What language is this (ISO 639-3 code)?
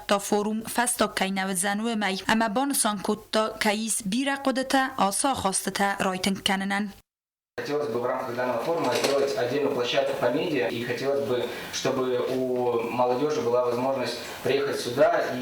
oss